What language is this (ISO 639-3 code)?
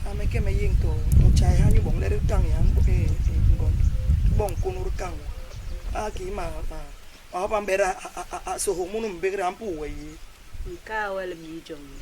bas